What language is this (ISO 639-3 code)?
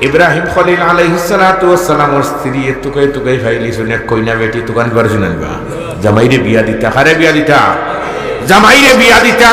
syl